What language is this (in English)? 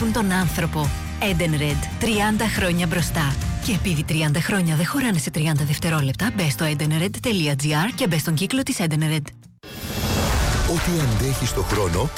Greek